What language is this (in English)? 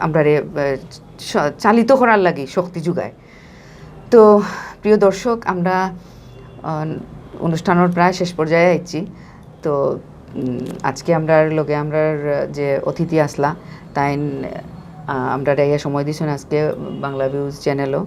Sylheti